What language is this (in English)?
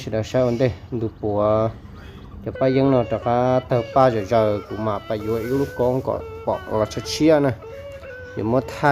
Hmong